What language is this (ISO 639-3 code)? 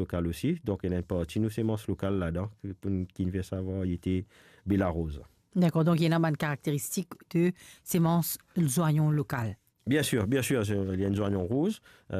mfe